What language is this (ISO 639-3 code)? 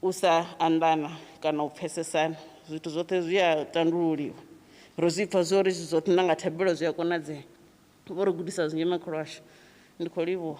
ven